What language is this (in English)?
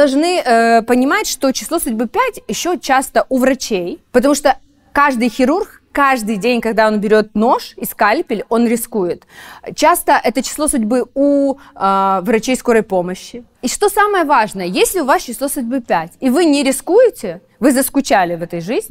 Russian